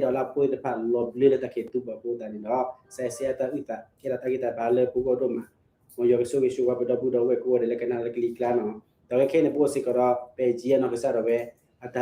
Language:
S'gaw Karen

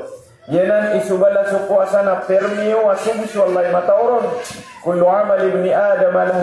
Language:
Maranao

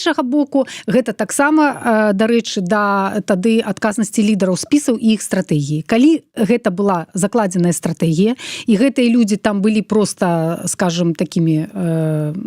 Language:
Belarusian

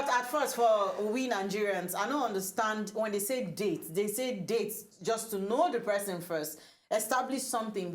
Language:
Nigerian Pidgin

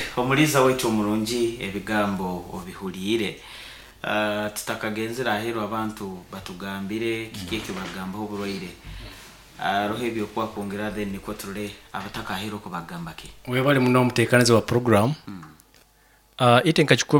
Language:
Nyoro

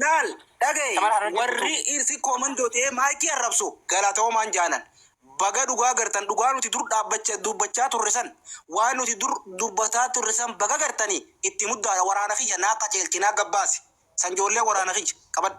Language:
Oromo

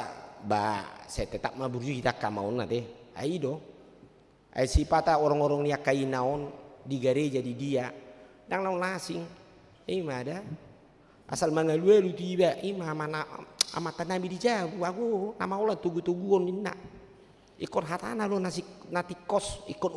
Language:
Batak Toba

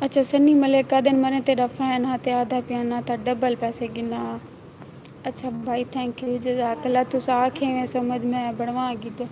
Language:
Saraiki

